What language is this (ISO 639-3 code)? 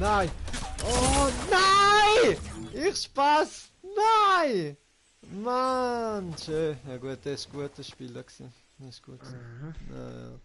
gsw